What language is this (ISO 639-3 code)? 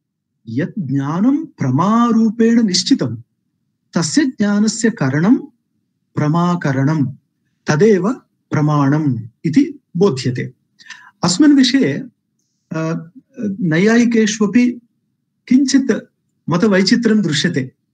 san